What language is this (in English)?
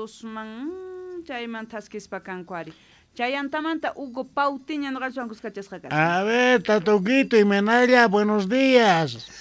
South Bolivian Quechua